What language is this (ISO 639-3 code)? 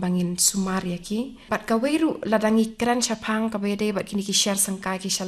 kha